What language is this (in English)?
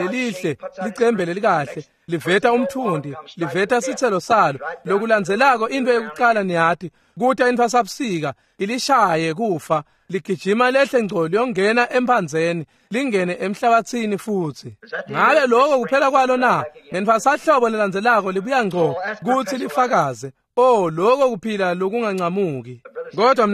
Swati